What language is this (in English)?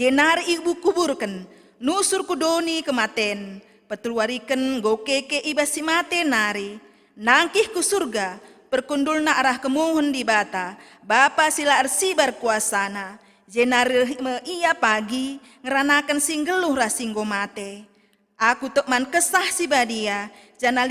Batak Karo